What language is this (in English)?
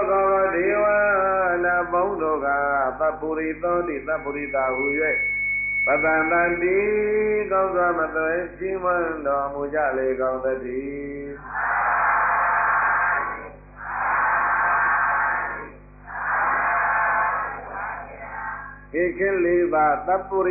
Burmese